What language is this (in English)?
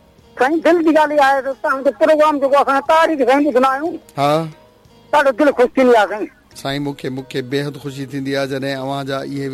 Sindhi